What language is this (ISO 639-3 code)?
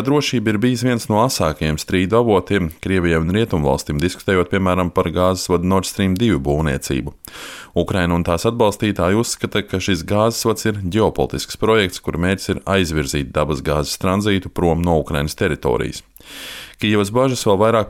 lav